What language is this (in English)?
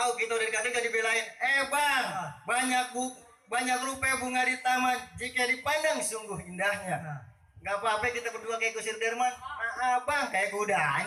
Betawi